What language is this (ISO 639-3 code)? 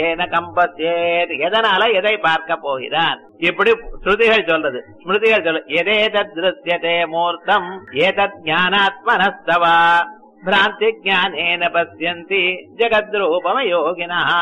tam